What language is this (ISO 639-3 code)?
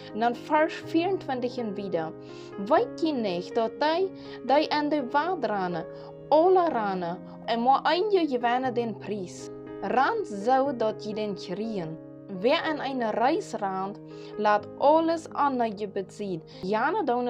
pdt